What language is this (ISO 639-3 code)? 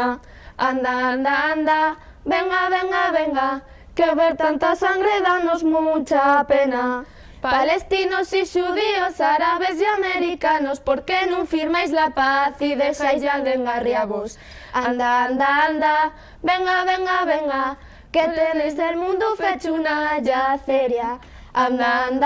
ast